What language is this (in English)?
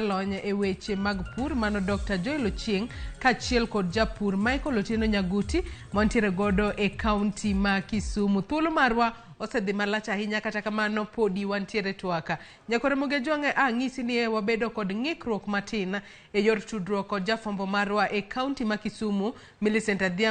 Luo (Kenya and Tanzania)